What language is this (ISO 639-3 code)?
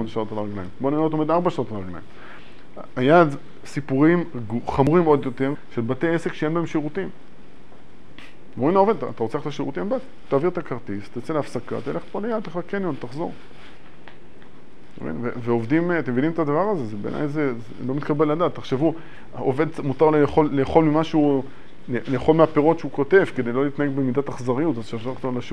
heb